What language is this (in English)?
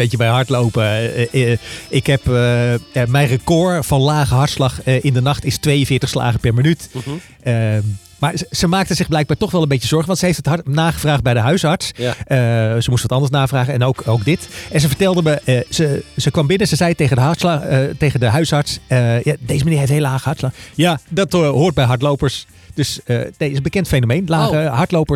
Dutch